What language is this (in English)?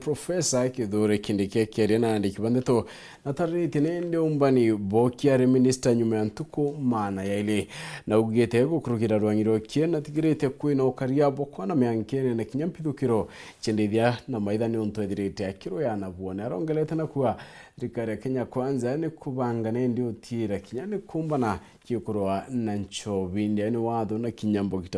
Meru